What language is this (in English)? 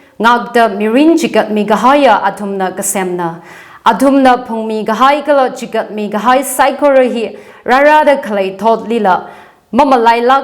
Tangkhul Naga (India)